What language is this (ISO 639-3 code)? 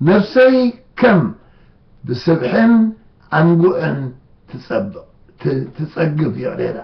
tir